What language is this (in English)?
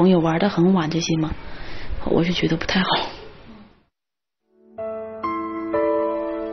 Chinese